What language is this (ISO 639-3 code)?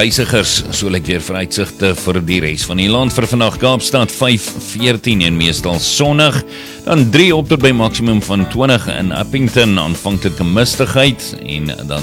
afr